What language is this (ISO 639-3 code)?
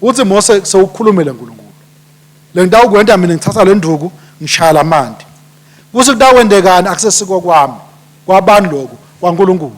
ssw